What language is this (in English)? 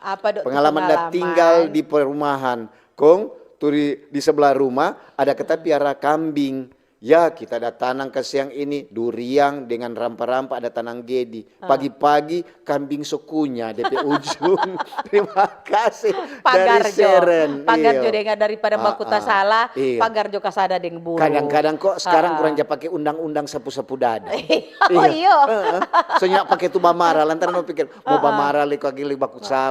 Manado Malay